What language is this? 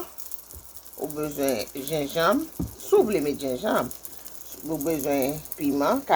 Haitian Creole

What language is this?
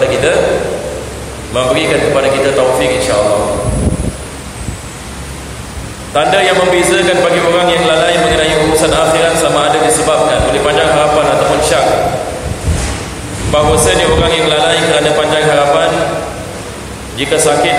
Malay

